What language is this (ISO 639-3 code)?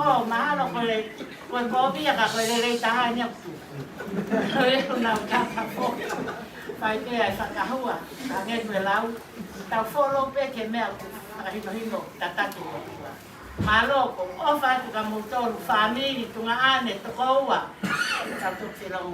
ton